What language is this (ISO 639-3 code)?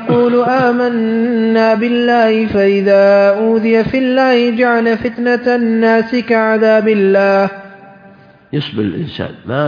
ara